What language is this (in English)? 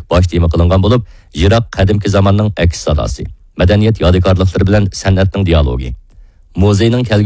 Uyghur